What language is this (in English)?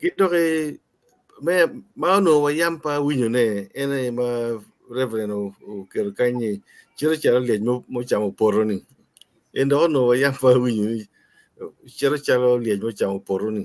Acoli